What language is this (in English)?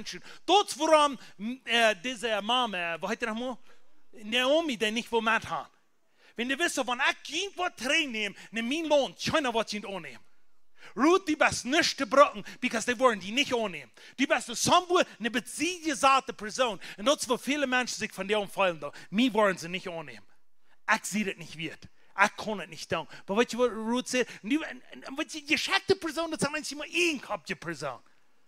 Plautdietsch